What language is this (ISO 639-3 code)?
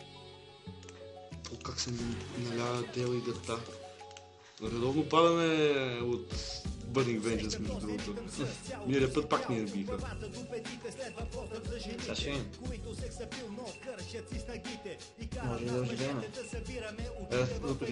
bul